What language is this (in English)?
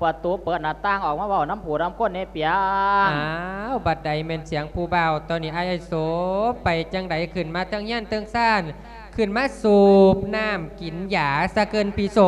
Lao